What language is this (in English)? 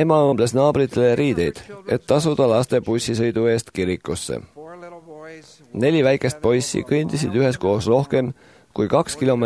Estonian